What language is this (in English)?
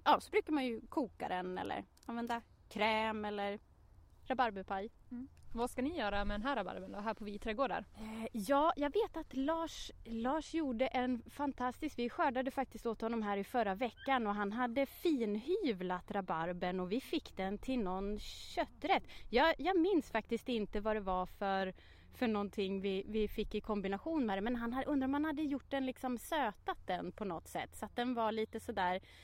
Swedish